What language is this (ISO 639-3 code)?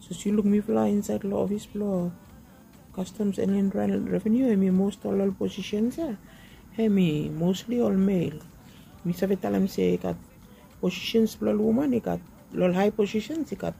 bis